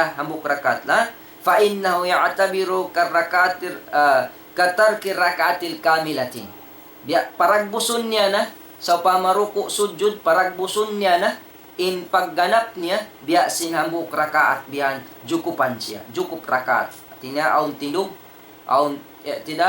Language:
Tausug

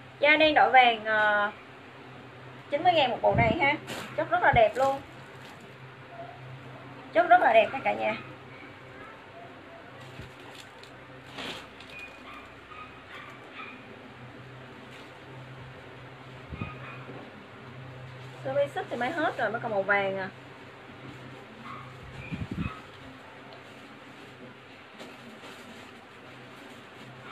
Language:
Vietnamese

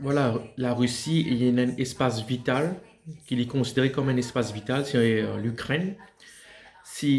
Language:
Morisyen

